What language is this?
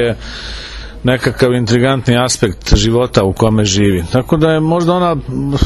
Serbian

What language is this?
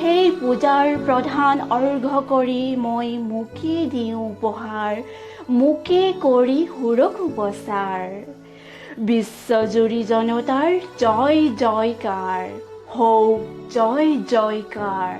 Assamese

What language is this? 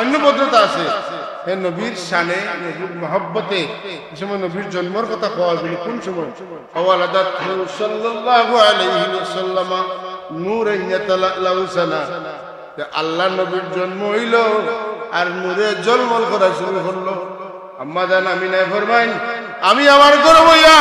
Sylheti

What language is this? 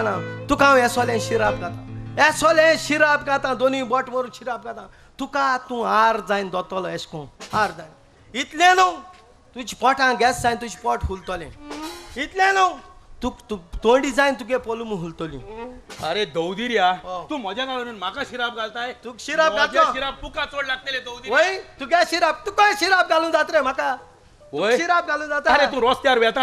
Konkani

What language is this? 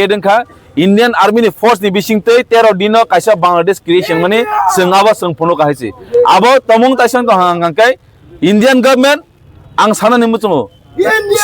Kok Borok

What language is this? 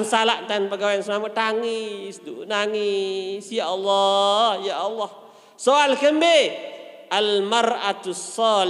Sasak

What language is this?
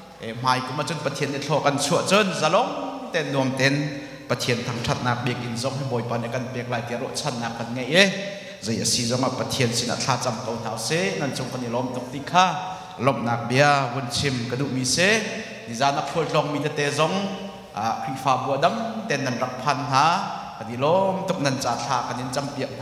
Hakha Chin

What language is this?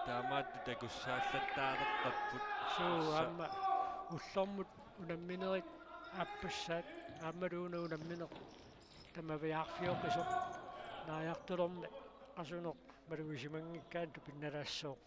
Kalaallisut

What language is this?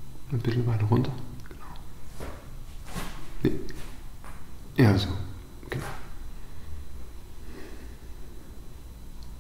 German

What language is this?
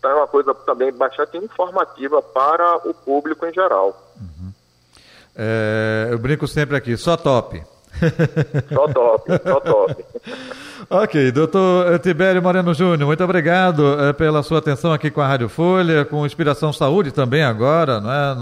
Portuguese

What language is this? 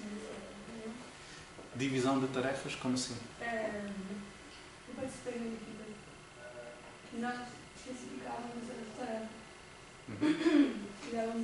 Portuguese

